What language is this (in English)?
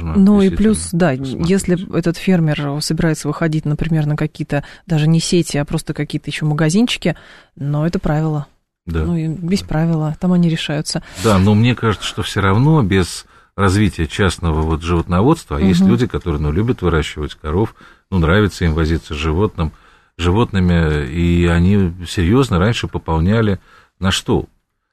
Russian